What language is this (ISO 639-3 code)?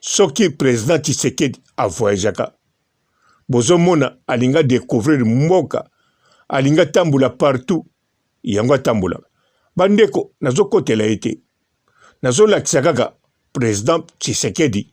lin